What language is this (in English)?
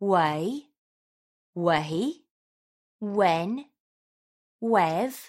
Irish